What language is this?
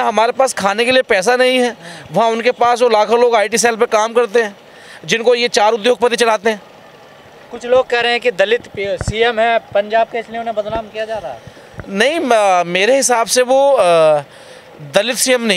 Hindi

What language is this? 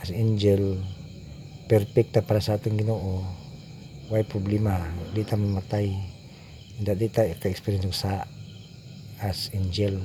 Cebuano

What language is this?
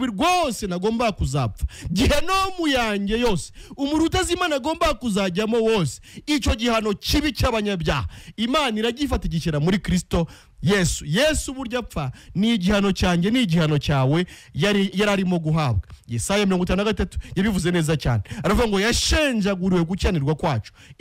Kinyarwanda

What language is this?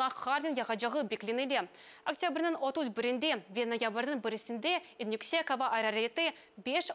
Crimean Tatar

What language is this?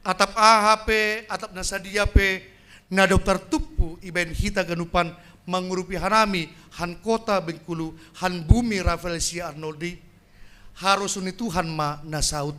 Batak Simalungun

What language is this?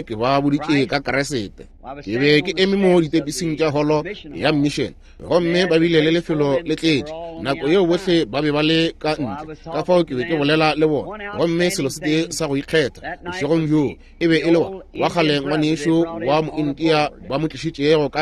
Northern Sotho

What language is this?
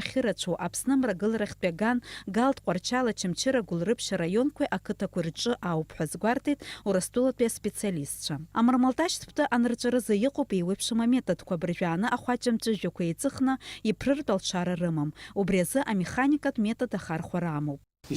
Abkhazian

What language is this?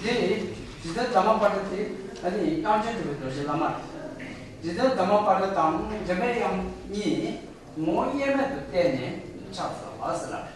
Tibetan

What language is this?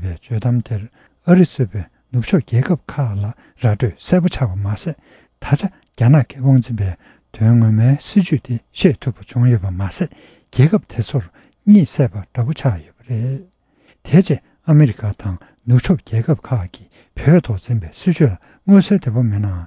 Tibetan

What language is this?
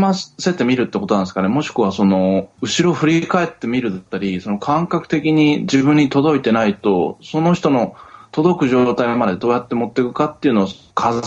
Japanese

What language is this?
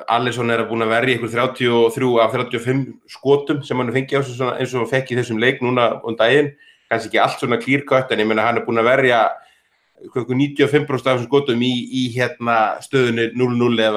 Icelandic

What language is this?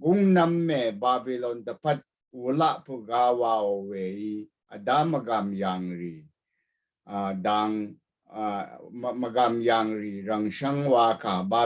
Rawang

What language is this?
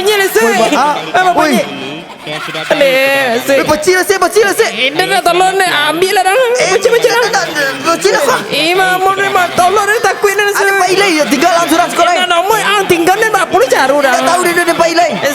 Minangkabau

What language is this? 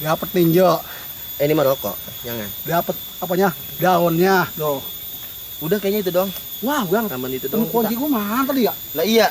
Betawi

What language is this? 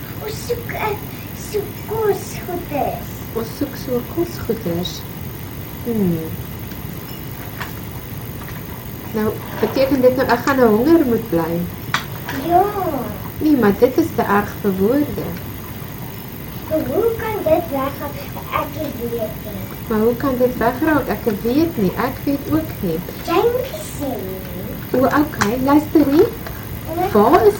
Afrikaans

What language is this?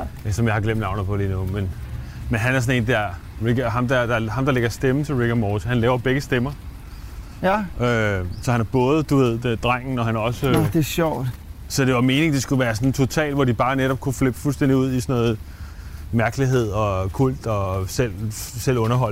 Danish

